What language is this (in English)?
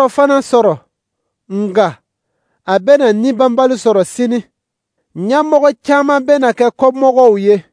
Dyula